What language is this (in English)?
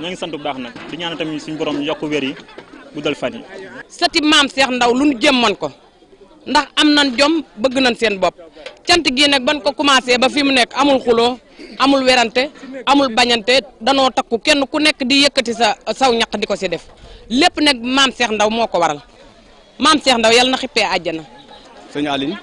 Wolof